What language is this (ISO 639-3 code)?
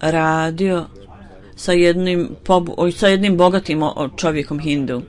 bos